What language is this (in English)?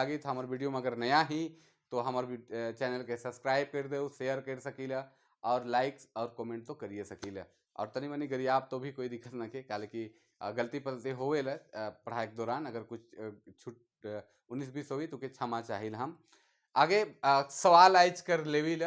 Sadri